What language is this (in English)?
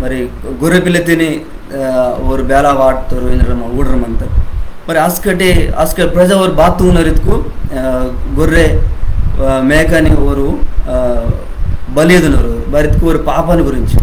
Koya